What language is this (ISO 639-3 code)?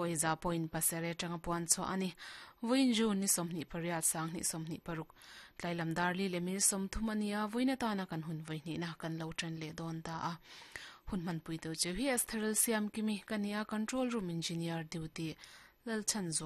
lus